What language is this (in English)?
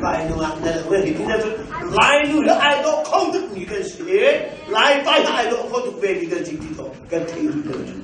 Hakha Chin